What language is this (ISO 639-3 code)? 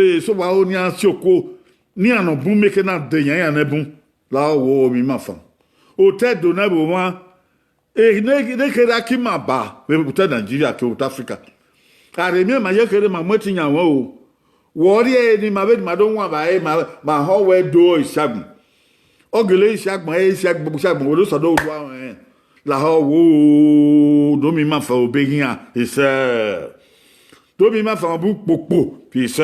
bin